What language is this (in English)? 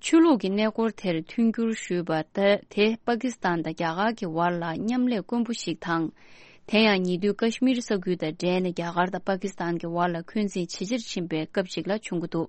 Tibetan